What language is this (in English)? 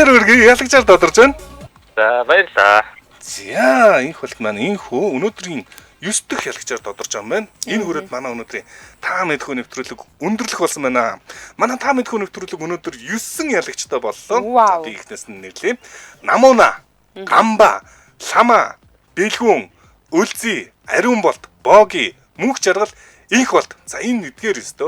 Mongolian